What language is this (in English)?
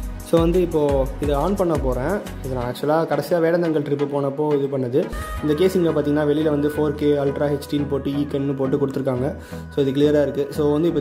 Tamil